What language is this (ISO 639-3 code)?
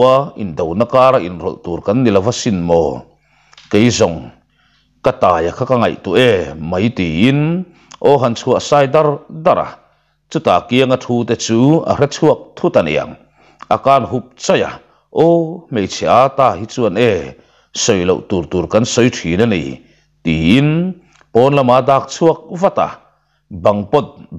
lus